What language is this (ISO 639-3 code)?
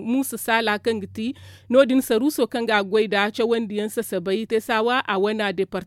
dje